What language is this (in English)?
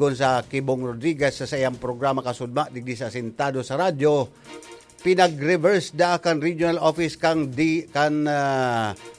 Bikol